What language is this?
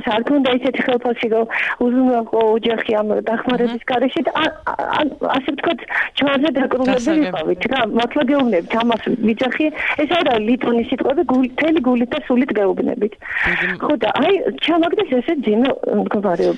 Georgian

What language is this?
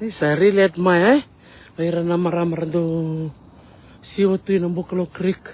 Fijian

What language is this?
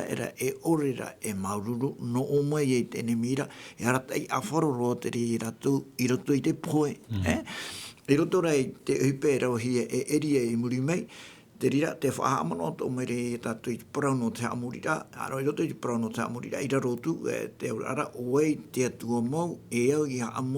Tahitian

